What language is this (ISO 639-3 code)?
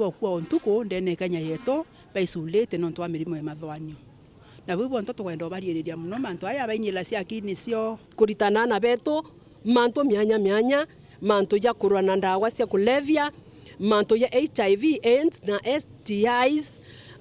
mer